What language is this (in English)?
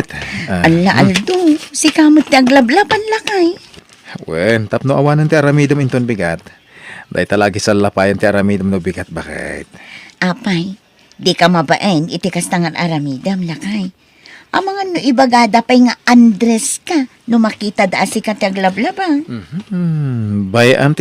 Iloko